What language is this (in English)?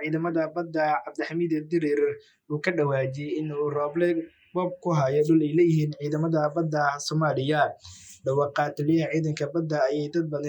Somali